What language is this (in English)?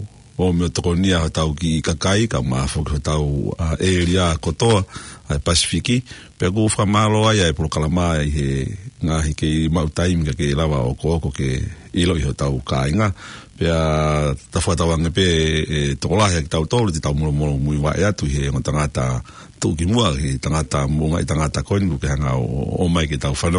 Tongan